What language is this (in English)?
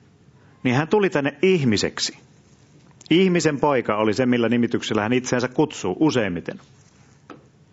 Finnish